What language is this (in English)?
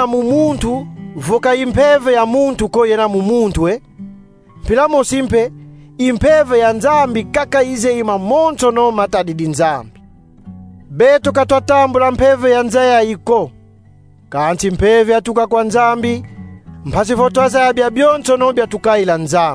Kongo